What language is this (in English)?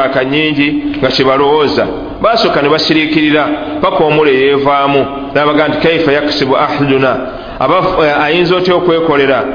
Ganda